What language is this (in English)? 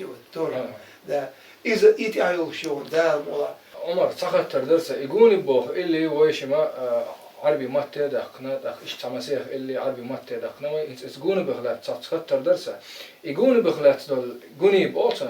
Chechen